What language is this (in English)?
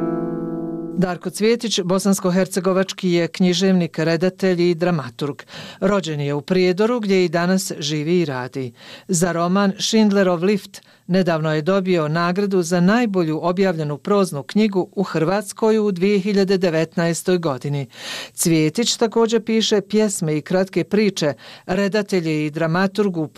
Bosnian